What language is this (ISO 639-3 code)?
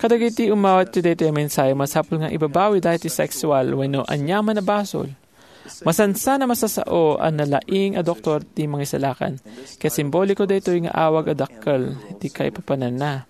ilo